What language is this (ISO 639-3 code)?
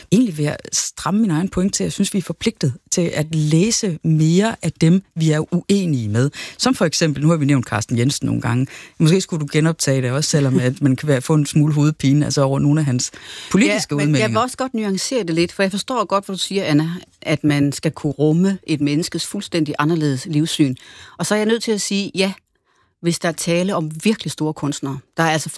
dan